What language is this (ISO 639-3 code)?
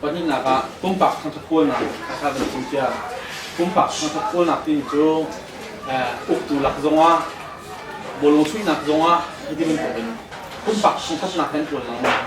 cnh